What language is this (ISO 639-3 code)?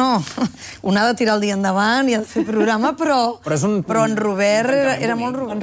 cat